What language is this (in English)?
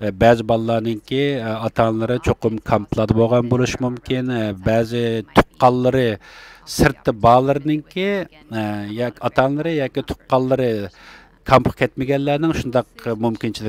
Uyghur